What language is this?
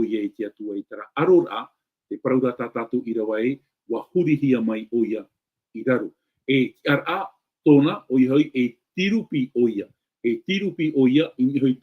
Tahitian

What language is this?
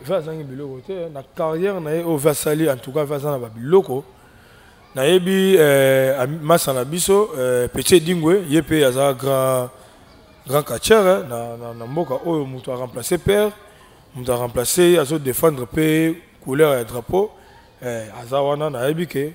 Lingala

